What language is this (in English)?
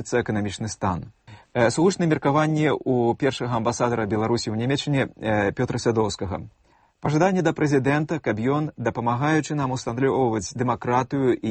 Belarusian